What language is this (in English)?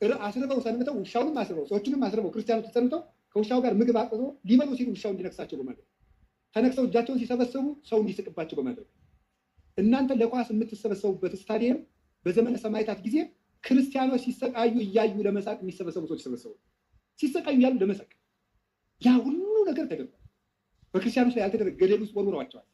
Amharic